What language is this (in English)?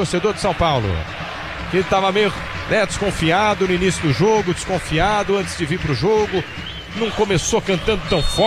Portuguese